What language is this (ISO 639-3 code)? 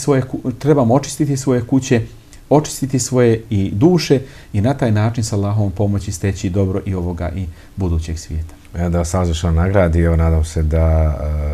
bos